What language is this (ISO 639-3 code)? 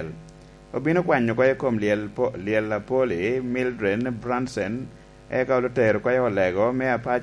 laj